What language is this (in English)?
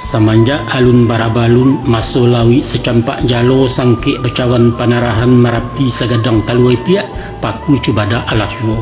Minangkabau